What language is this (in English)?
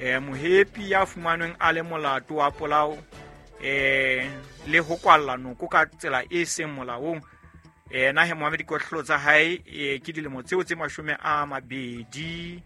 Southern Sotho